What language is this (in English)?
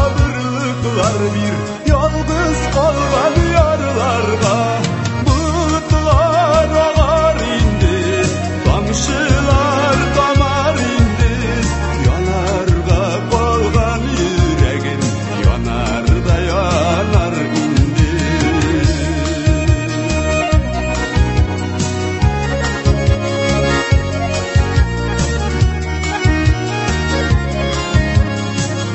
Tatar